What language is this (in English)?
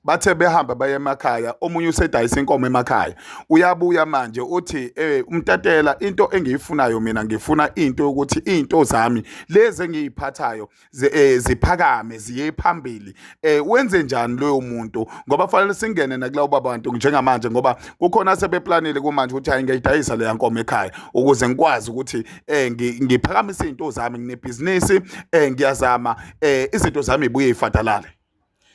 Zulu